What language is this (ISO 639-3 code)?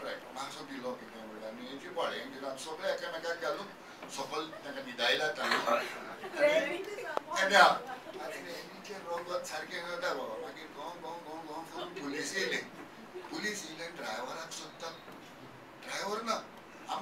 kok